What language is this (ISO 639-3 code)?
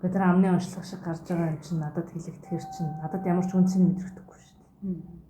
mon